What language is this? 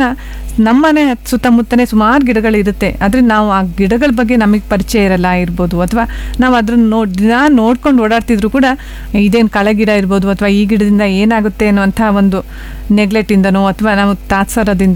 Kannada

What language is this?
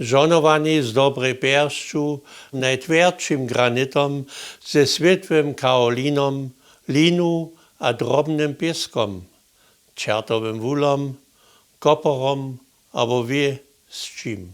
Upper Sorbian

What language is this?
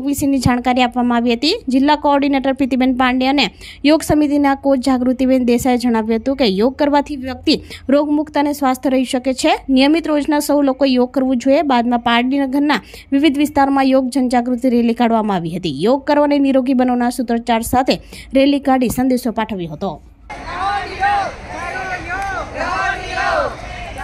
Gujarati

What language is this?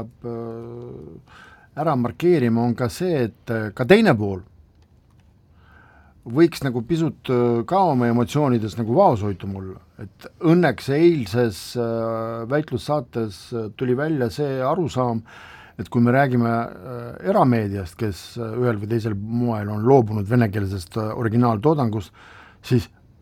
Estonian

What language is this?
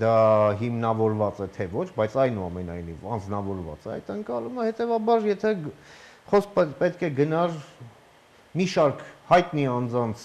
Armenian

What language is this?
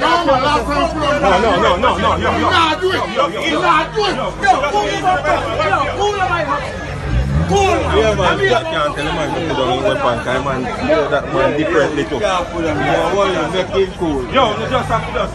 Jamaican Creole English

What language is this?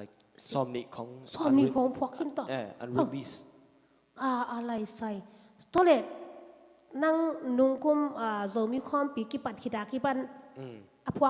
Tedim Chin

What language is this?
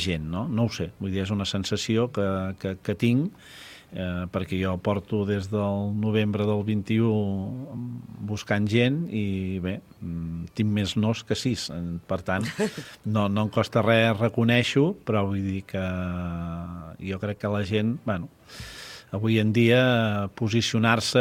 Catalan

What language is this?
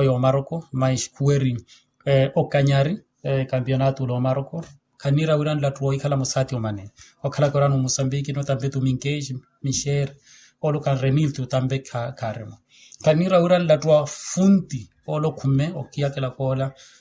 Makhuwa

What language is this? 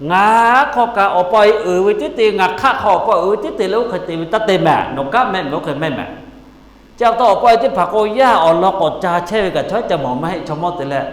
Lahu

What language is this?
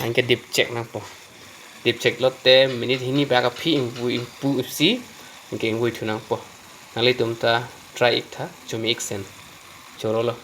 Karbi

